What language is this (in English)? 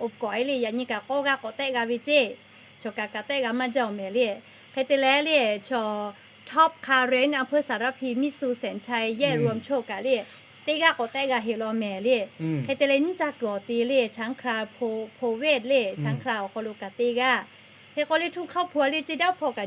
Lahu